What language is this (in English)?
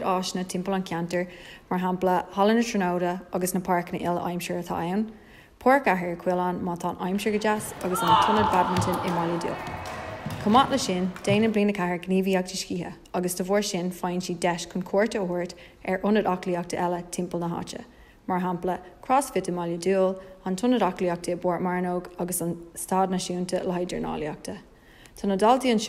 Irish